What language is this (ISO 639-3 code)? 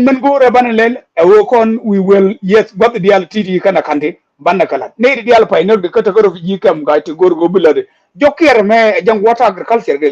nus